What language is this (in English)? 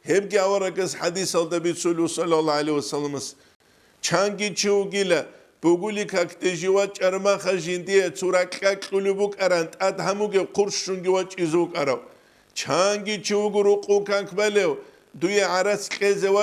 Avaric